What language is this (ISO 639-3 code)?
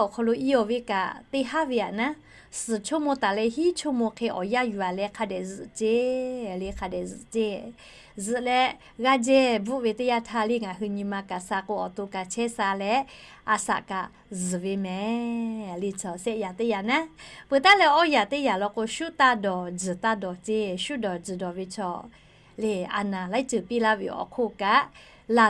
lhu